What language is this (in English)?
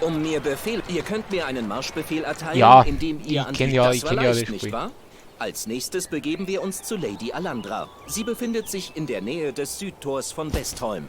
Bavarian